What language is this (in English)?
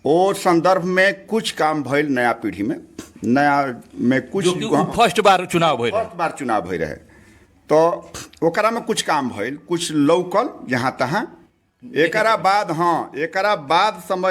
Bhojpuri